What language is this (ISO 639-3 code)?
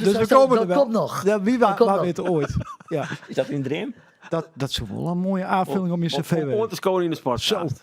fry